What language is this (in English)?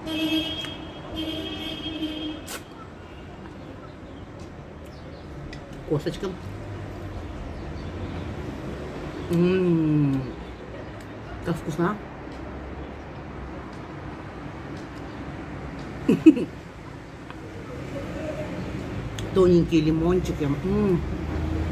Russian